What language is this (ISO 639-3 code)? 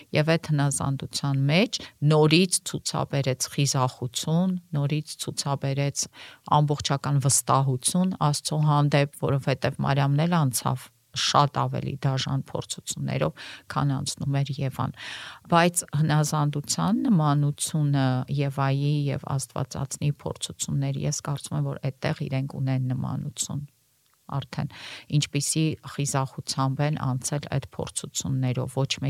hye